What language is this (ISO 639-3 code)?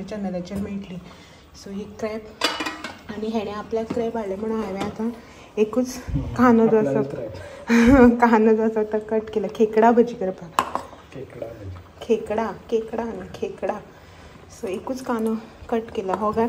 kok